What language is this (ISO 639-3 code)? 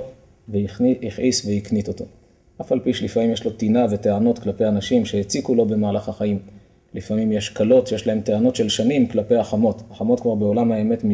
heb